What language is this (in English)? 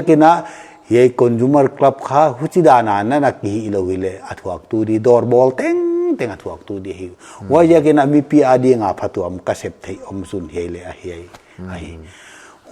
Paite Chin